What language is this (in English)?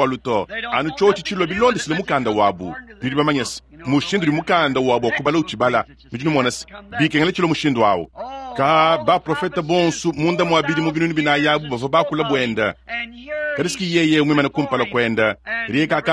Luba-Lulua